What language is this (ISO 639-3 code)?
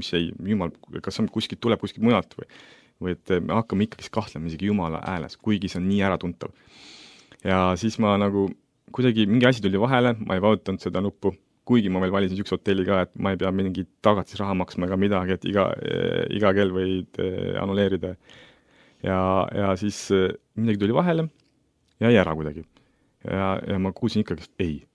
est